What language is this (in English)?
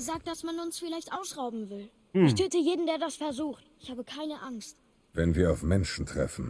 Bavarian